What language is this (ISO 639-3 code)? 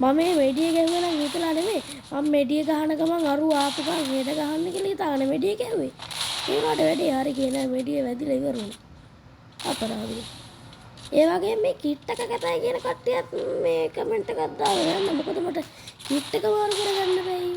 sin